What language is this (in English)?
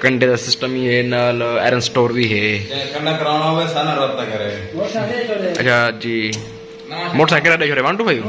Saraiki